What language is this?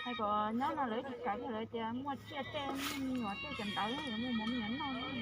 Hmong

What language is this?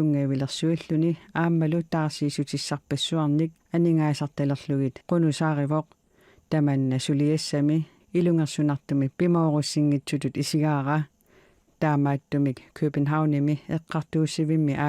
Kalaallisut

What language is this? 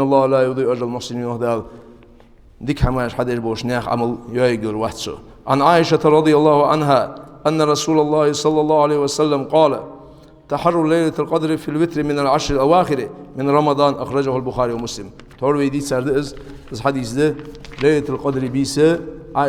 Ingush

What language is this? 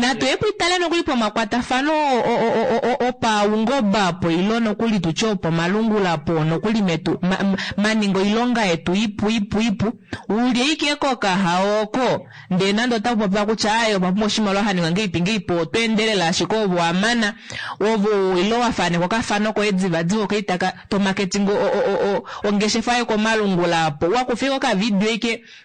Kuanyama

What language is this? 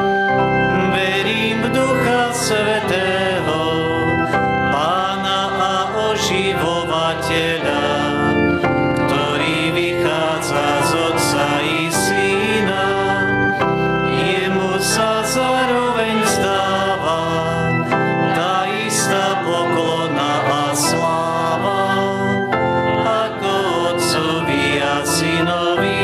Slovak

